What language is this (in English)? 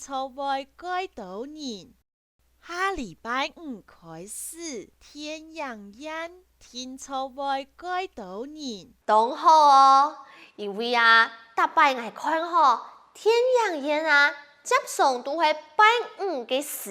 Hakka Chinese